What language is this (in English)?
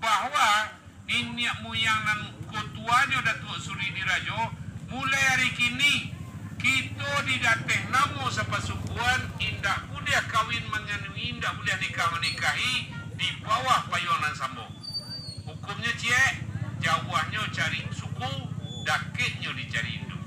Minangkabau